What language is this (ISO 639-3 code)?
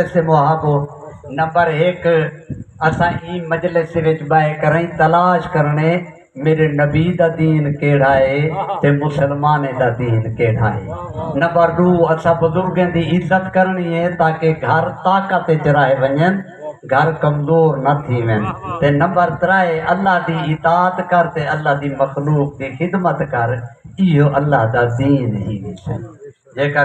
skr